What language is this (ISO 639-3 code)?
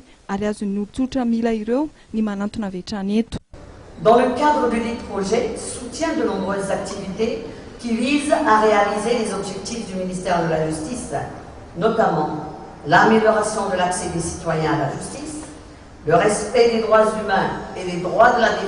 mlg